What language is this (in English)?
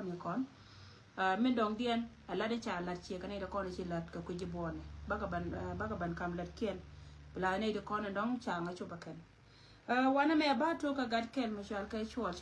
Nuer